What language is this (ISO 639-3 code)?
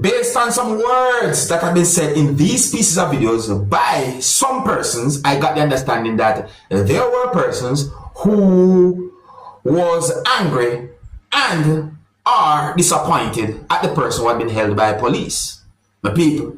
jam